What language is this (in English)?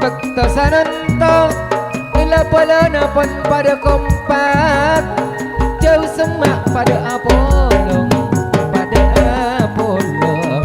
Madurese